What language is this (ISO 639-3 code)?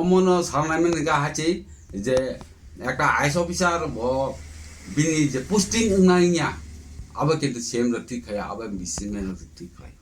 trp